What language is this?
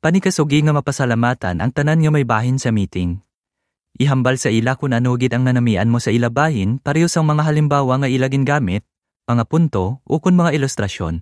Hiligaynon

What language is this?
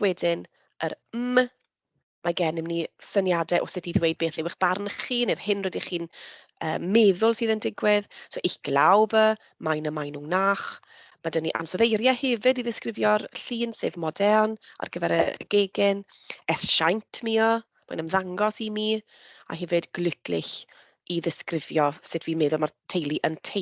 Welsh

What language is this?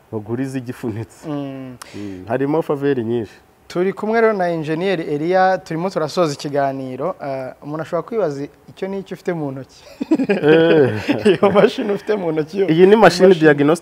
Kinyarwanda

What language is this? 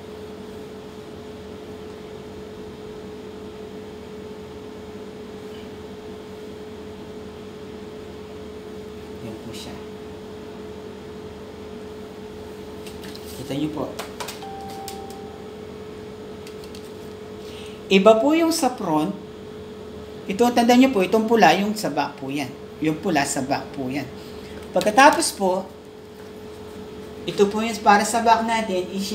Filipino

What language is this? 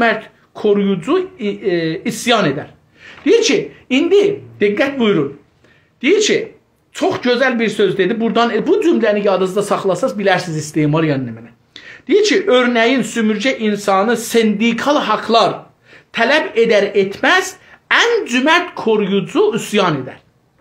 South Azerbaijani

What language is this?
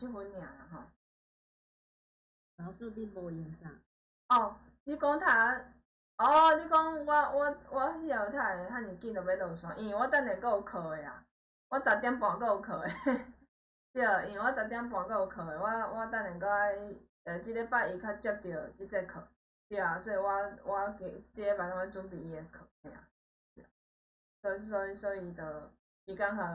Min Nan Chinese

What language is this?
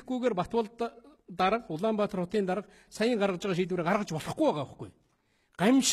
Mongolian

